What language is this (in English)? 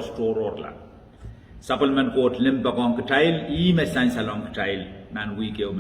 Pohnpeian